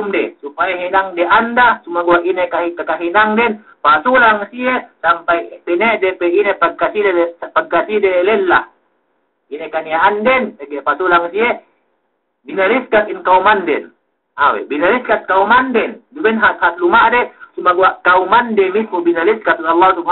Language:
Yakan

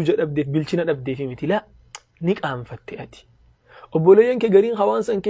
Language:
Oromo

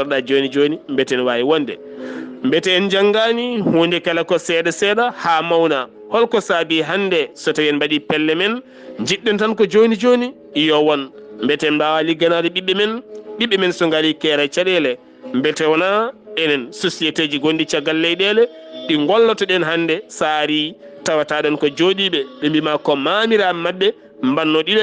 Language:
Fula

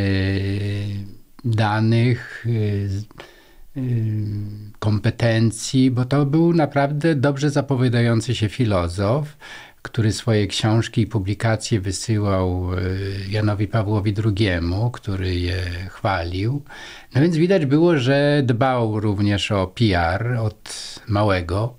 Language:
Polish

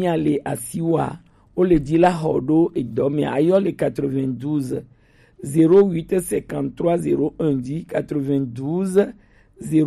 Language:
Gen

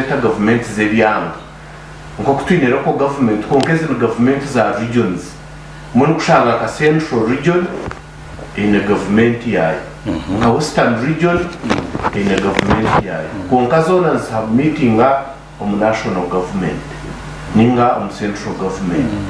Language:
Nyankole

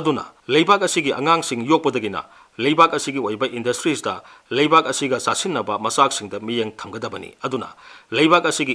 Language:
Manipuri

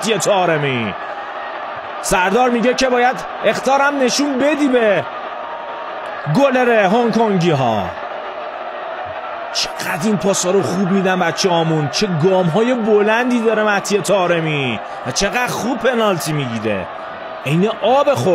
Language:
Persian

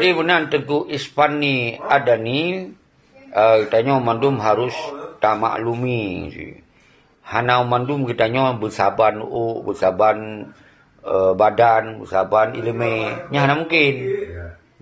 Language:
Achinese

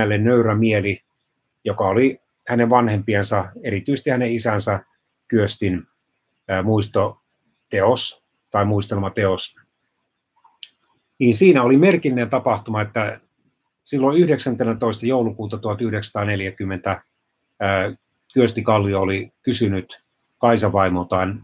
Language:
Finnish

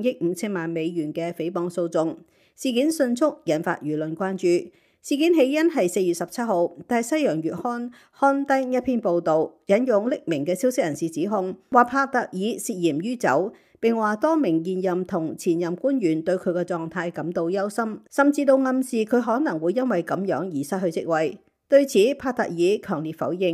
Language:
Cantonese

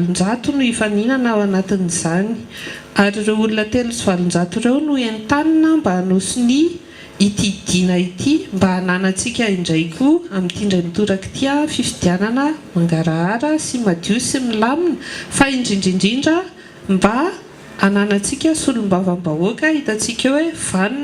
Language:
Malagasy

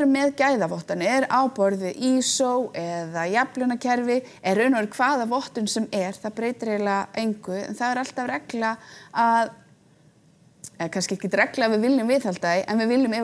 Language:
Icelandic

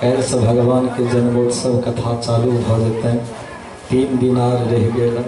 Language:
Maithili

